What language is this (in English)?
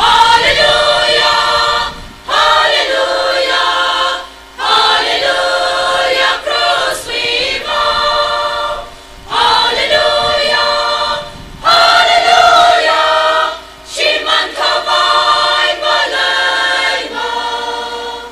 Tangkhul Naga (India)